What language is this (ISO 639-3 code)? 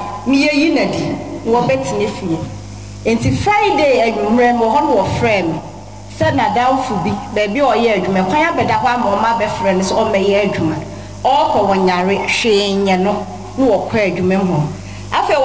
aka